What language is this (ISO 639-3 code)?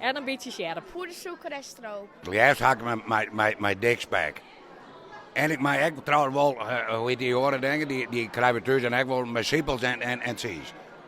fry